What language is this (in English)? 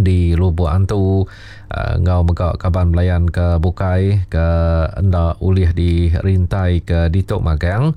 Iban